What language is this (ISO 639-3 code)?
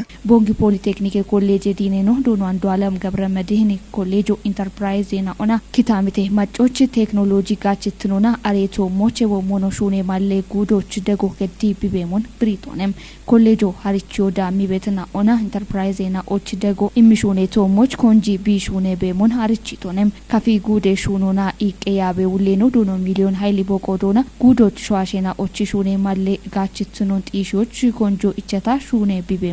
kbr